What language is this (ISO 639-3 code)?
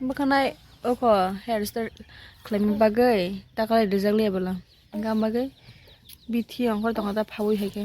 trp